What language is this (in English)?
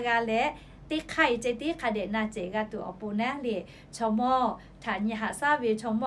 Lahu